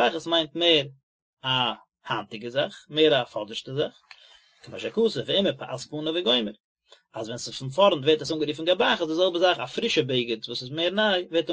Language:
Yiddish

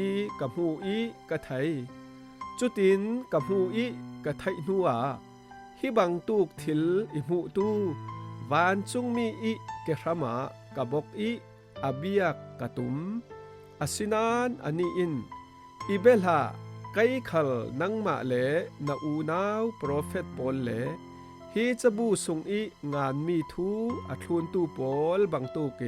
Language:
Falam Chin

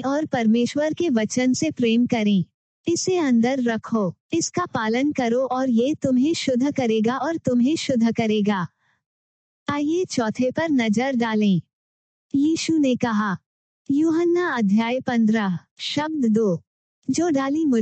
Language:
Hindi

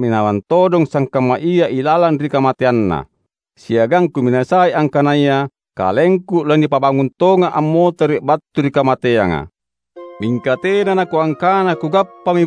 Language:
Makasar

